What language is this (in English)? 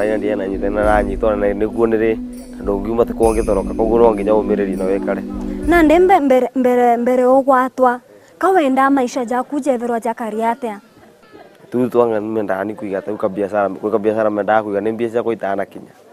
Meru